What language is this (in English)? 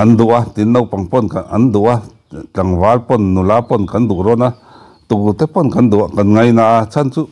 Mizo